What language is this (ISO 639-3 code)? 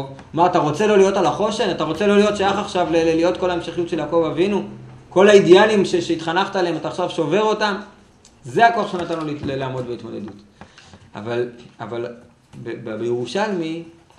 heb